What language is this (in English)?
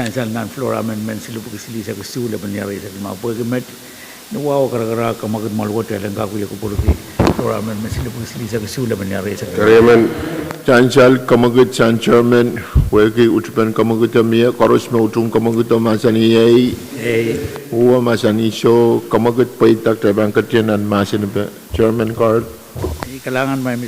Pohnpeian